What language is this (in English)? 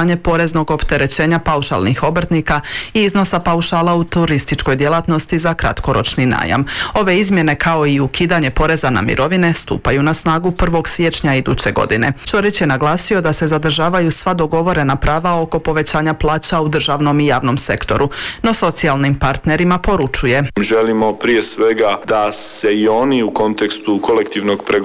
Croatian